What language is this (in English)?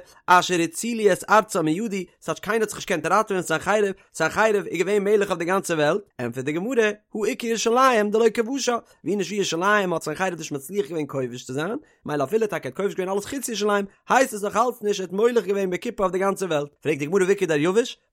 Yiddish